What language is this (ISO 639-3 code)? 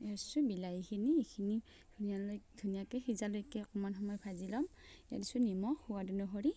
asm